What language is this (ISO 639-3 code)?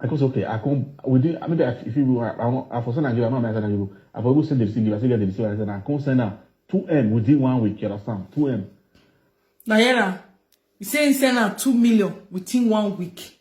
pcm